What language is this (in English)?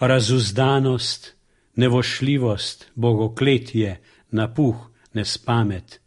Slovenian